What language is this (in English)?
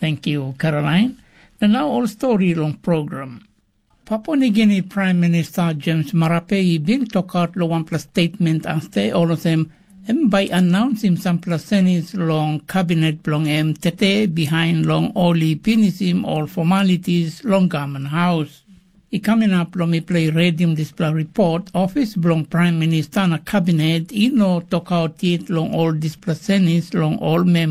Tok Pisin